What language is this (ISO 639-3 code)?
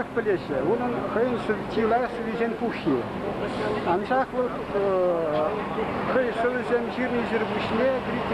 chv